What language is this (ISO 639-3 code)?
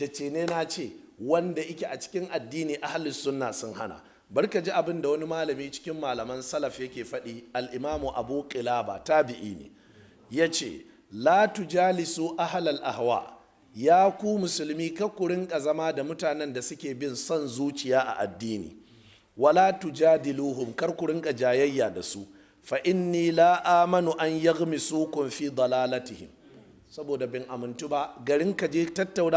hau